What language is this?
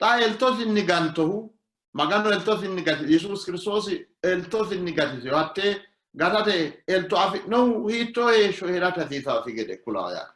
Sidamo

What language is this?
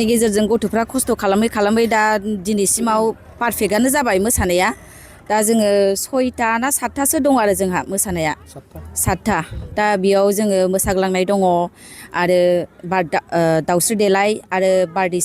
Bodo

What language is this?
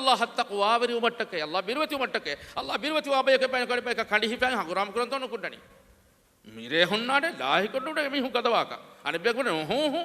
Divehi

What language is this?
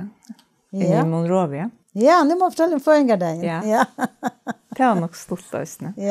Faroese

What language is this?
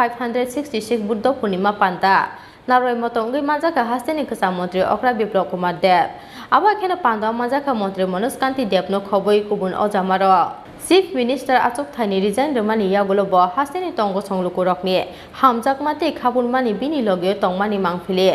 Kok Borok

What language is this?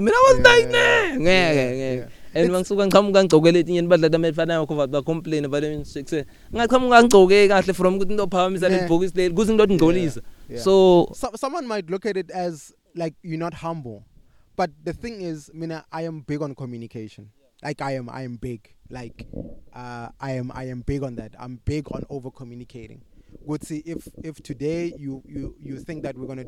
English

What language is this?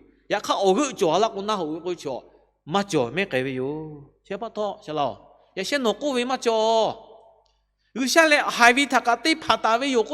Lahu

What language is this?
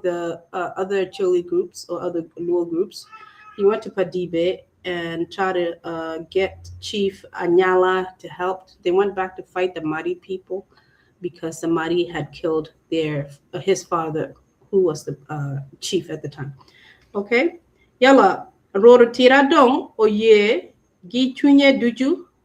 Acoli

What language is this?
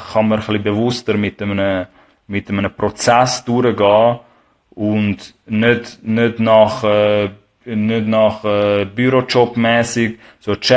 Swiss German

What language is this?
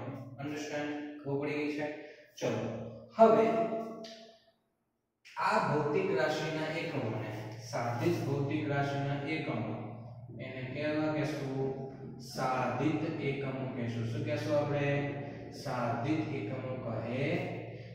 Gujarati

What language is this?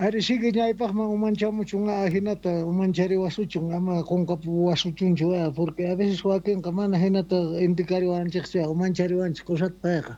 South Bolivian Quechua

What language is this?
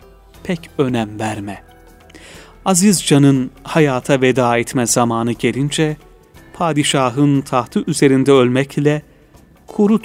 Turkish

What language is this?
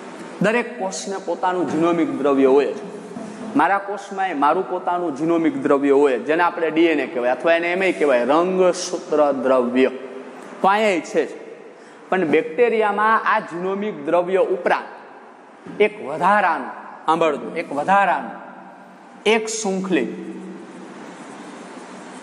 Gujarati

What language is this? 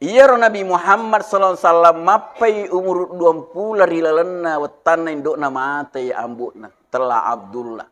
Buginese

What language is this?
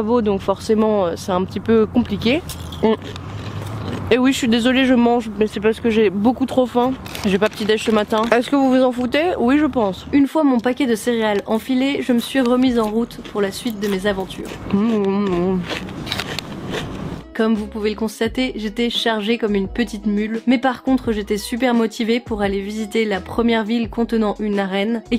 French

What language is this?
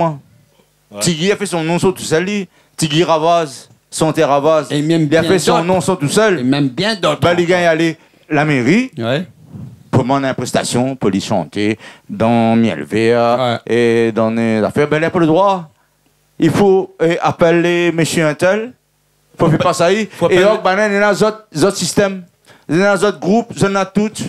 Réunion Creole French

